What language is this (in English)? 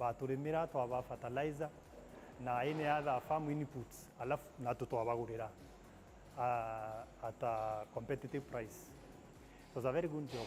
Meru